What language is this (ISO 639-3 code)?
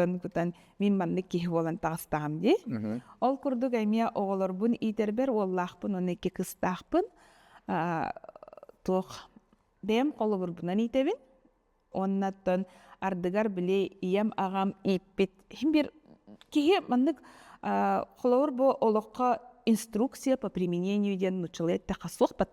sah